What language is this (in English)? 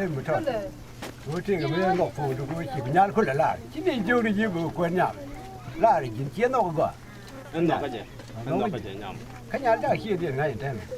Nuer